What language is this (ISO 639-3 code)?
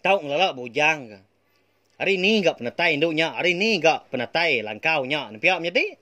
iba